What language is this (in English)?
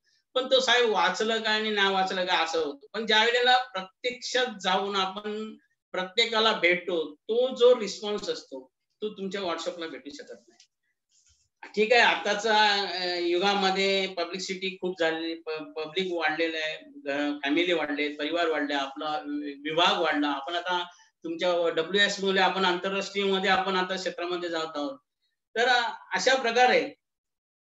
Marathi